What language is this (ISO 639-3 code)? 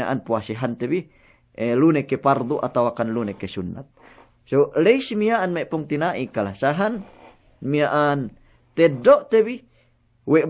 yka